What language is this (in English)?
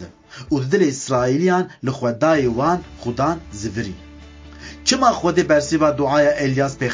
Kurdish